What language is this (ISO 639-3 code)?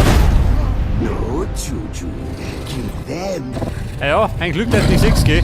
bar